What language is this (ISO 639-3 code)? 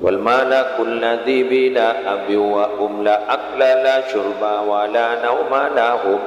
mad